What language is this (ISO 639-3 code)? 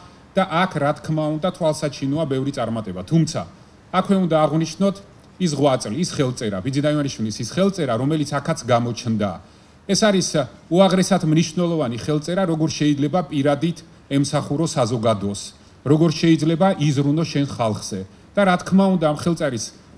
kat